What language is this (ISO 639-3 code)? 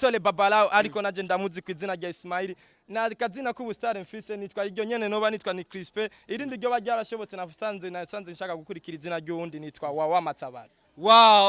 run